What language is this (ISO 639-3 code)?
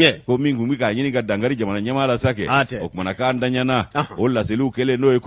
bam